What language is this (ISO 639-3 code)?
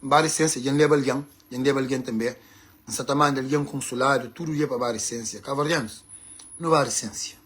kea